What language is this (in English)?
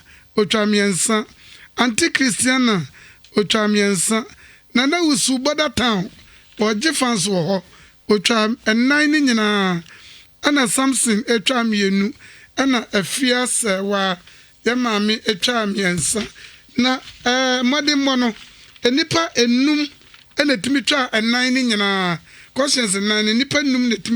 Akan